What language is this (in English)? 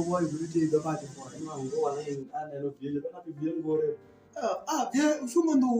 Alur